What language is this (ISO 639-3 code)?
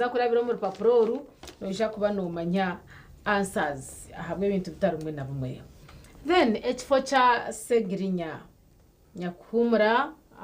nyn